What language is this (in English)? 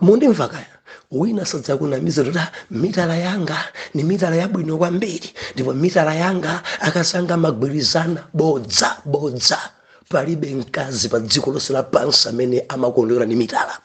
Nyanja